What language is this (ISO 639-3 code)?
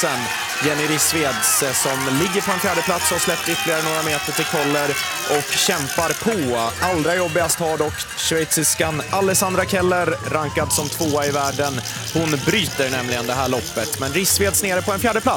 swe